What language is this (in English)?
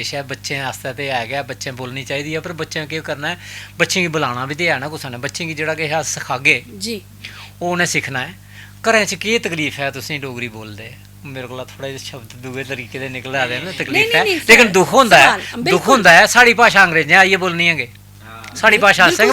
Dogri